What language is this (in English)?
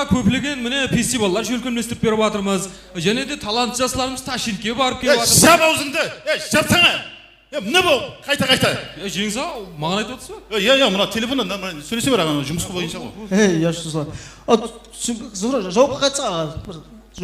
Kara-Kalpak